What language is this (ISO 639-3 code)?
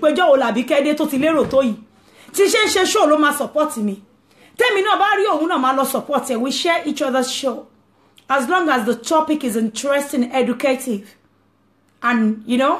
yor